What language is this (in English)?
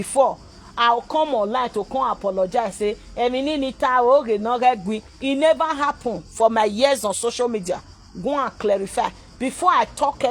Nigerian Pidgin